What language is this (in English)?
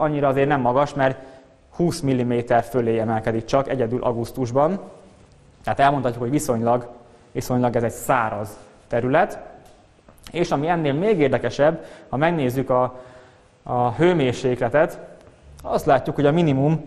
Hungarian